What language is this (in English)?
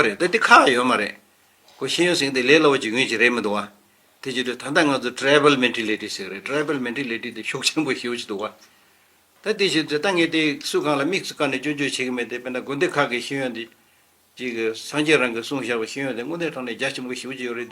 Tibetan